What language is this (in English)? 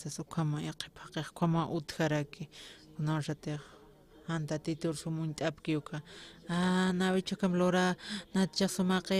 Aymara